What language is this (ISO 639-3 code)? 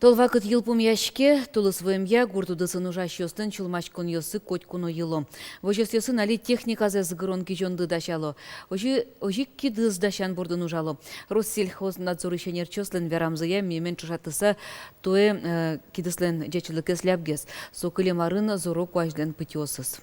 udm